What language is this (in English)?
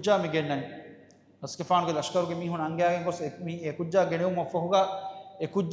Divehi